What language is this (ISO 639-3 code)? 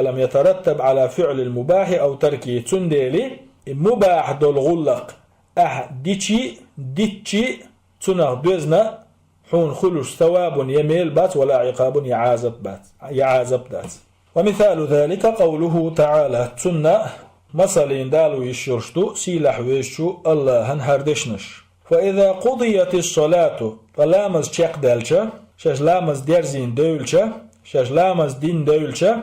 che